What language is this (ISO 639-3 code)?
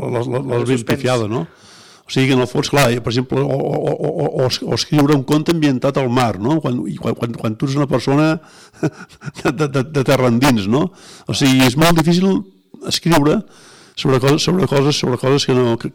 cat